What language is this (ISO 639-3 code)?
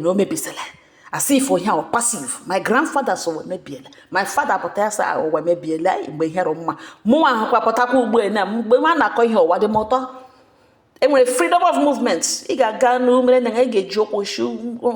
ibo